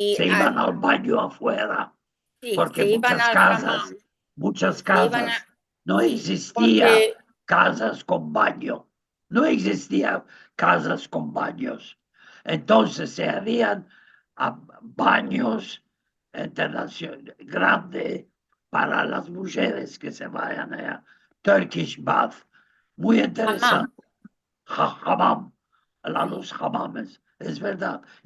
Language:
Ladino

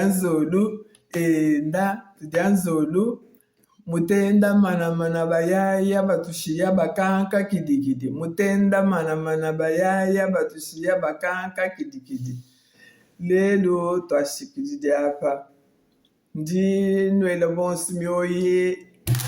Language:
Luba-Lulua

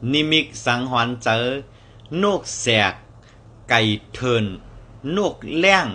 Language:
Shan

